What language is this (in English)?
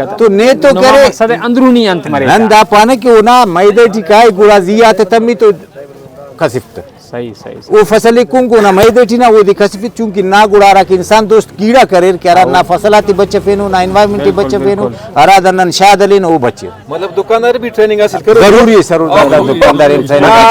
Brahui